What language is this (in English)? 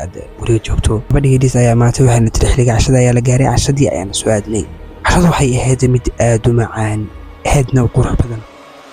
Somali